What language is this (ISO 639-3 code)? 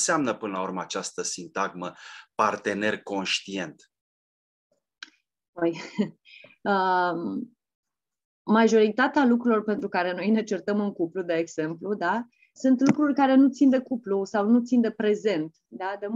ron